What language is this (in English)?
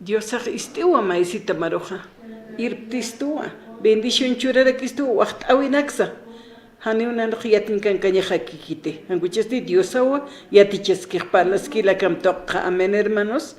Aymara